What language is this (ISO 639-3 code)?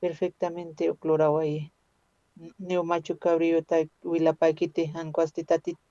aym